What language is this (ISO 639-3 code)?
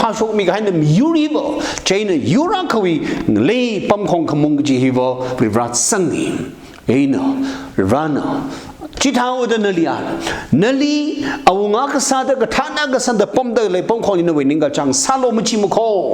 nmf